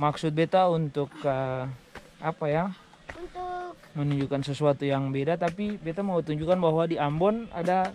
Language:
Ambonese Malay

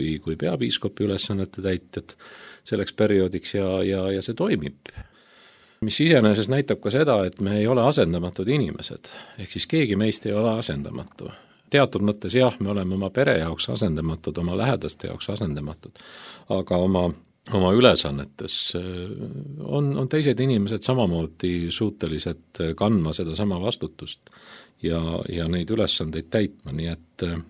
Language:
Estonian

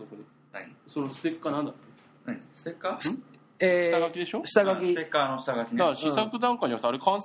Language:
Japanese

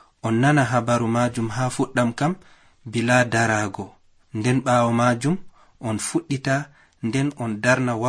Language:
Nigerian Fulfulde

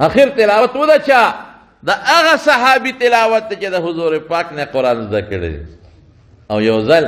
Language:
Pashto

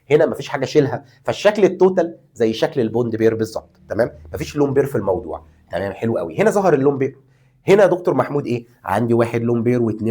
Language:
Egyptian Arabic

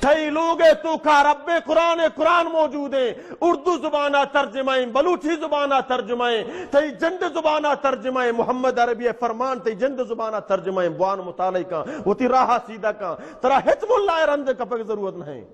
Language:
Baluchi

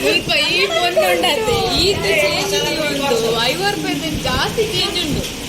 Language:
Tulu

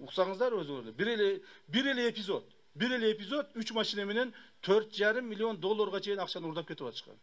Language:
Kyrgyz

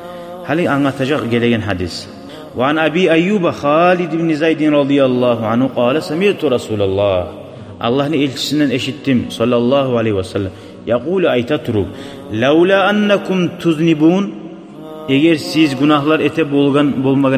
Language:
Kumyk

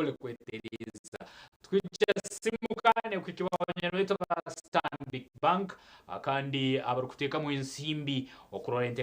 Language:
Nyankole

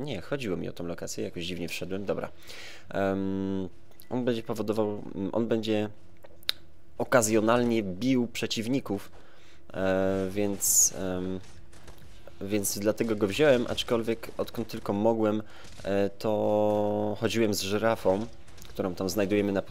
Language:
Polish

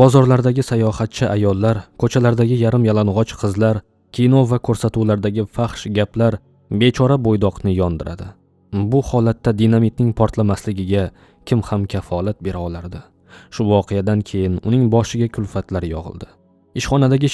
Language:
Uzbek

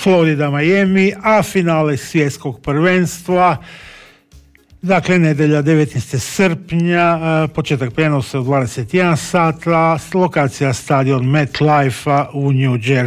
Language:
Croatian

